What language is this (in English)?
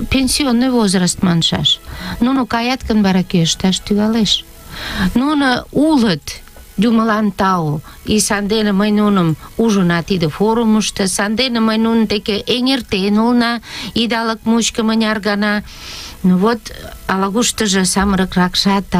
Mari